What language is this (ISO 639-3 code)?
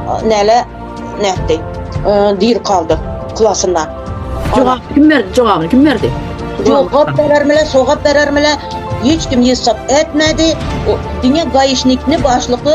tuk